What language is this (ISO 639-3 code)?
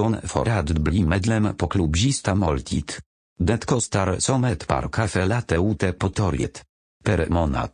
swe